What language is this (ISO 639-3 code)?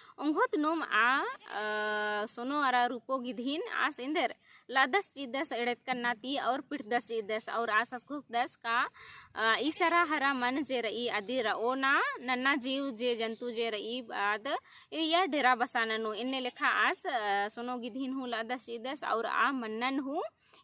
kru